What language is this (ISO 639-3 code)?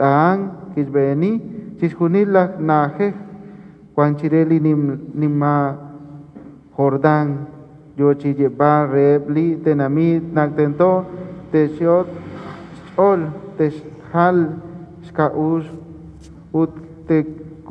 kek